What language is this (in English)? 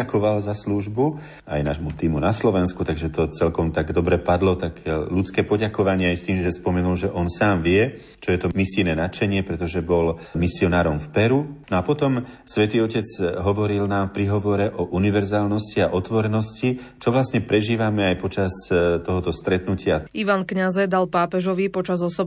Slovak